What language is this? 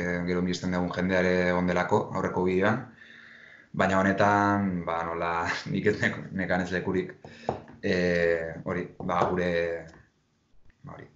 Basque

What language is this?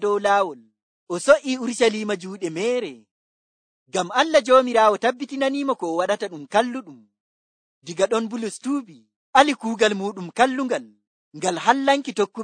Nigerian Fulfulde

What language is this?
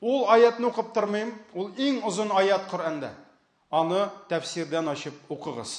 Tatar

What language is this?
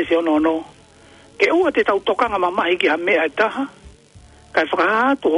Tongan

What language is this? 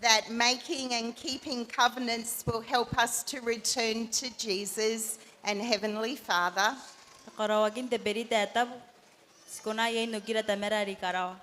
Gilbertese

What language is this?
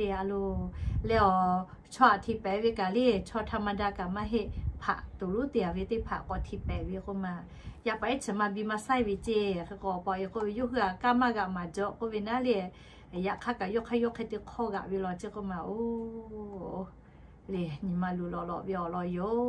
Lahu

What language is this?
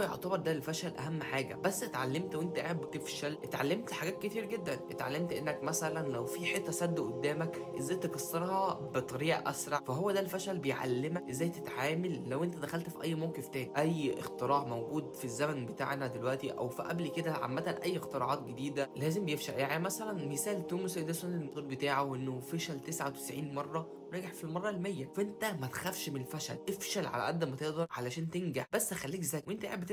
Egyptian Arabic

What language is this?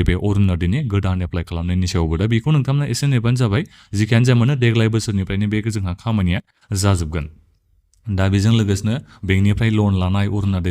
Bodo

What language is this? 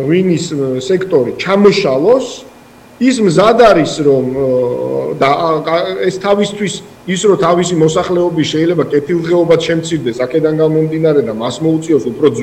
Georgian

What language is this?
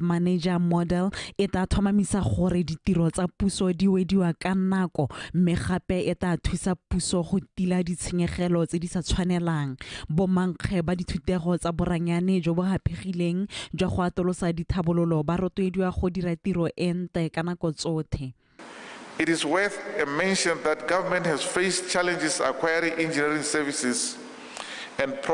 Tswana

